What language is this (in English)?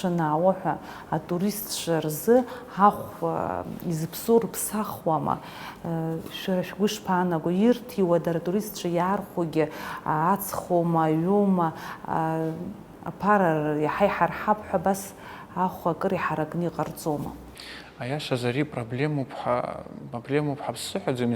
Abkhazian